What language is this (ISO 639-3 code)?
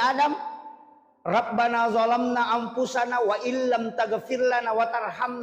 bug